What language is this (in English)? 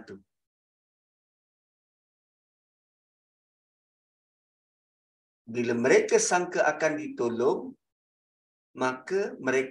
Malay